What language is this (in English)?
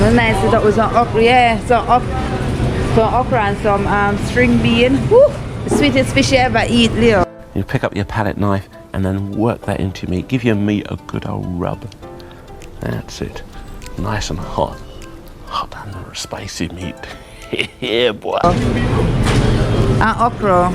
Jamaican Creole English